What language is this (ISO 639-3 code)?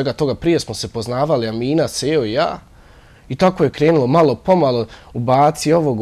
bos